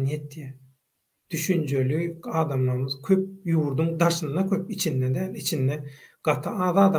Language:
Turkmen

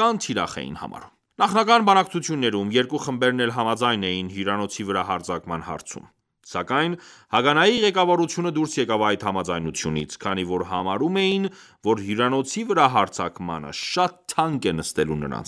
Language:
Armenian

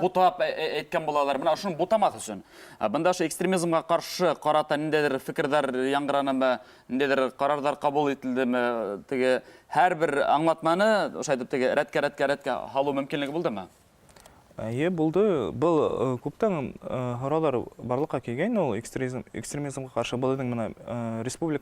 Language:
Bashkir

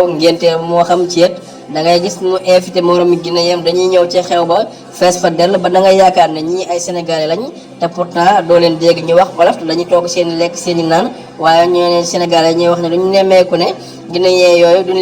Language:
Wolof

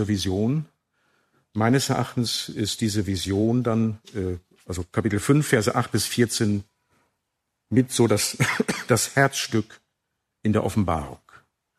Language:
German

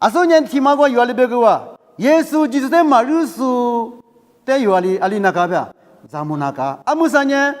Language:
Lisu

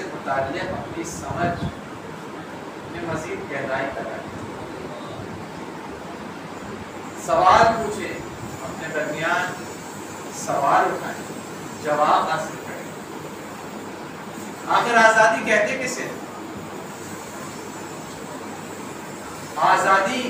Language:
Urdu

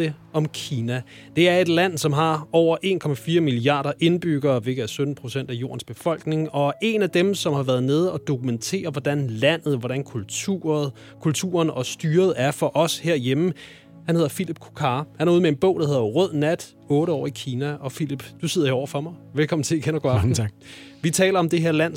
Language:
Danish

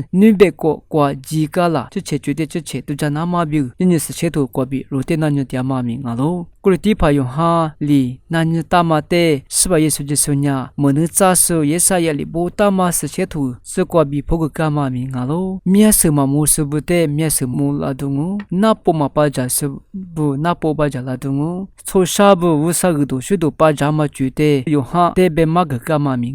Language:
Lisu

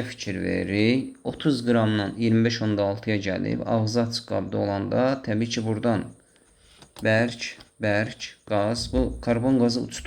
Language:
Azerbaijani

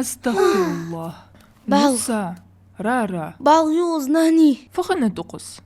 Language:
Ingush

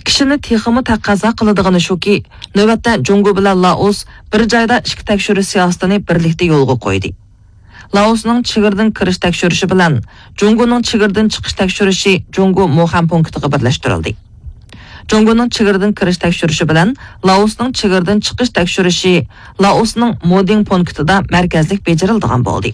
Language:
Uyghur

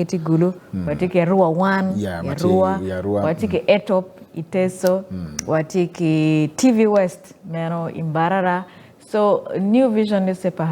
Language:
Acoli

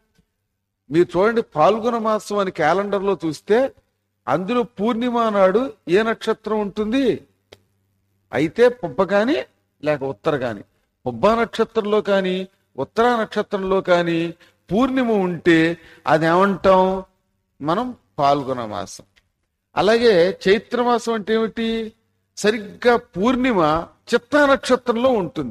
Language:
Telugu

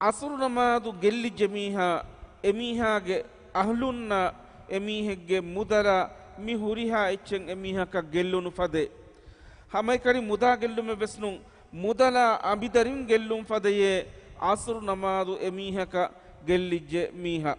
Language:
Divehi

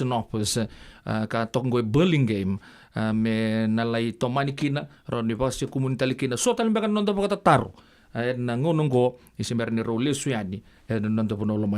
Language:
Fijian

